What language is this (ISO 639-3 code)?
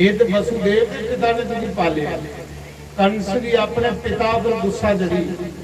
doi